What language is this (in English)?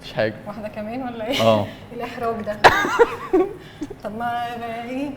Egyptian Arabic